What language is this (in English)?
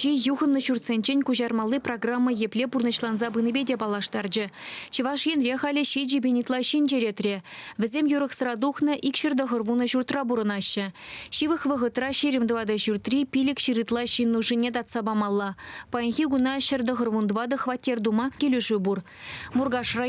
Chuvash